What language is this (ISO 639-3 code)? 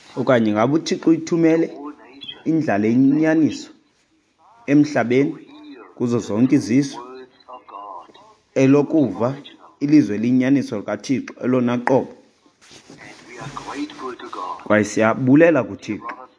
xho